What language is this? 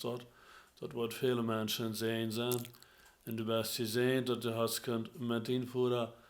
Plautdietsch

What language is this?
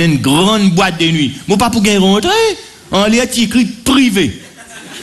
French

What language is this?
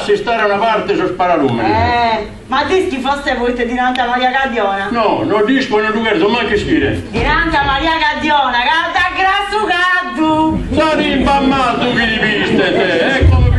Sardinian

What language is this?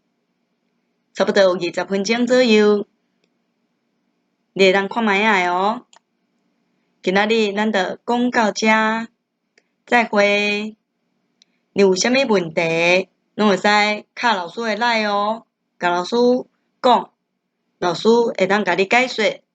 Min Nan Chinese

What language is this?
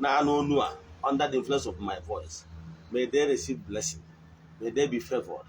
Igbo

